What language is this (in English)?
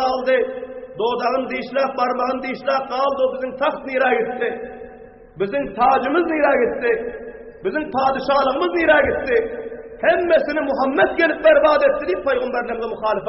Turkmen